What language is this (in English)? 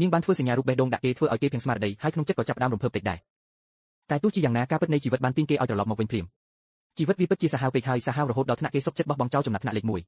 Khmer